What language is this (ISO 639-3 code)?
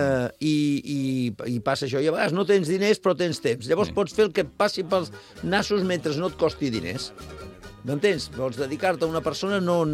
cat